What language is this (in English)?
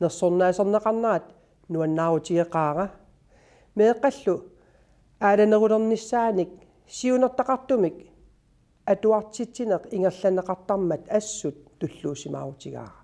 Kalaallisut